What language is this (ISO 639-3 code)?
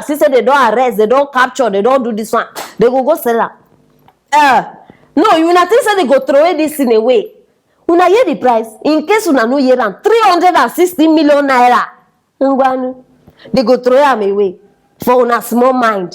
pcm